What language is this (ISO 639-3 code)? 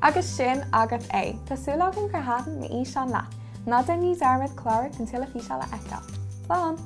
gle